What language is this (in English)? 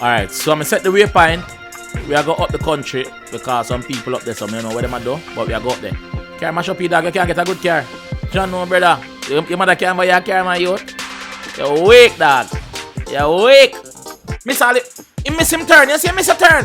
Jamaican Creole English